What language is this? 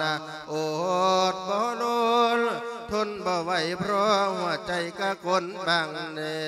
Lao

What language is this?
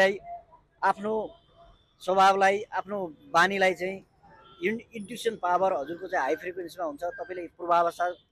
Nepali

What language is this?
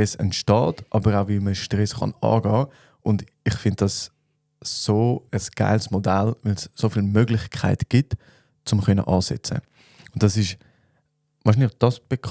Swiss German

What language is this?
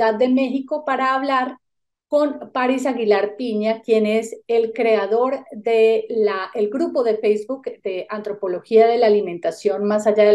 Spanish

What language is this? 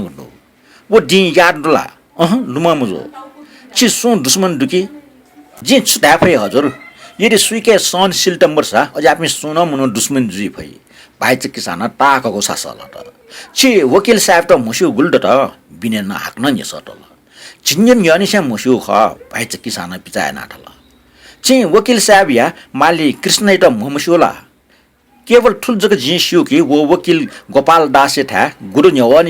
Newari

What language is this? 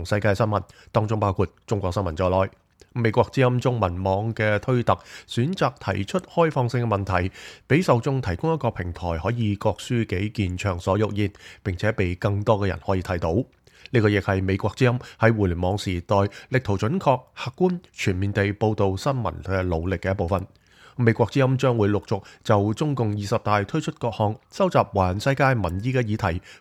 Cantonese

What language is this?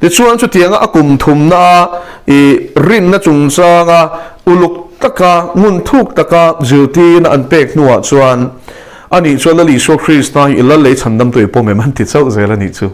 Mizo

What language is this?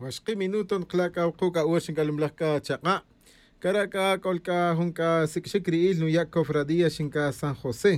Tz'utujil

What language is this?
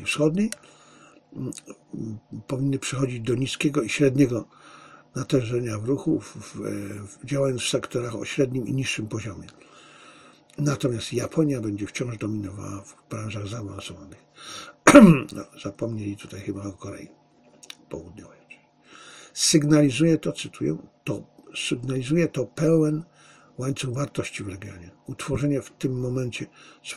Polish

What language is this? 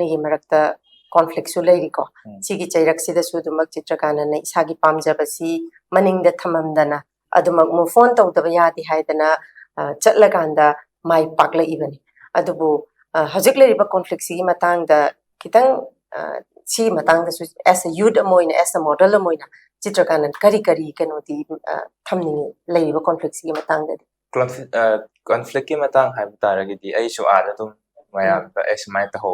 Manipuri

